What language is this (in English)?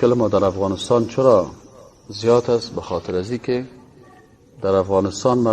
Persian